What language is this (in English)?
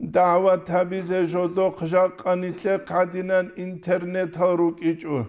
Avaric